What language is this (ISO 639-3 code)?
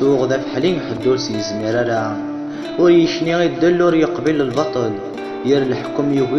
kab